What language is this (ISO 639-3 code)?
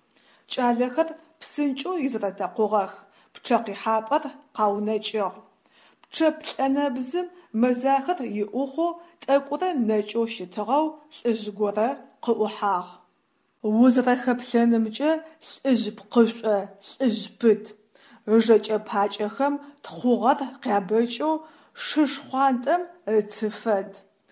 ady